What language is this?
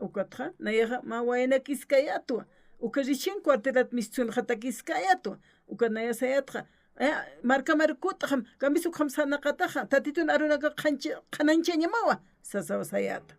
Aymara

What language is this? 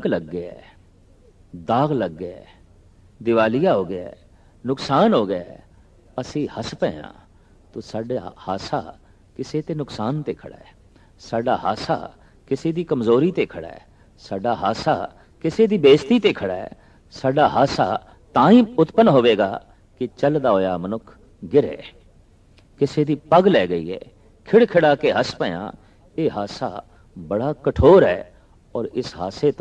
Punjabi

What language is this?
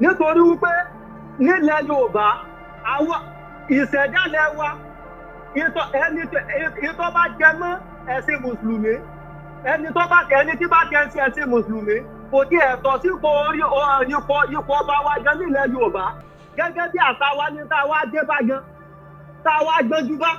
Yoruba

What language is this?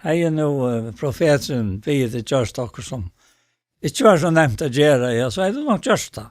Faroese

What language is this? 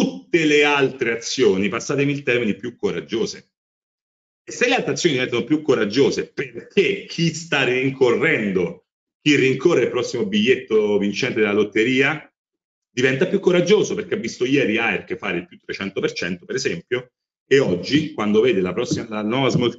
Italian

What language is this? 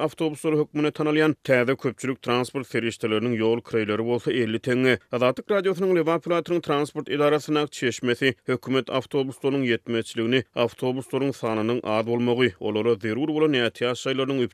Turkmen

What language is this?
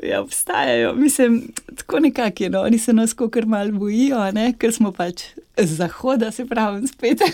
Slovenian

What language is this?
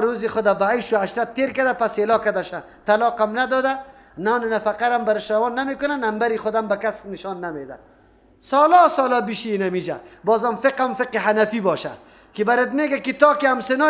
Persian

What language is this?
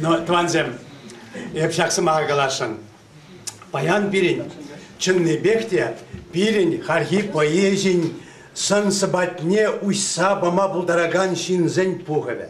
Chuvash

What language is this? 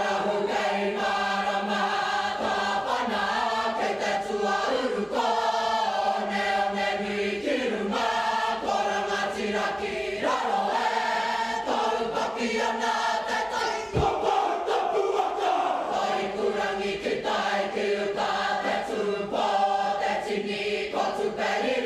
Māori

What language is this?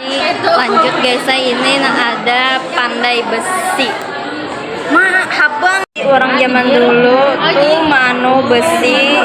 Banjar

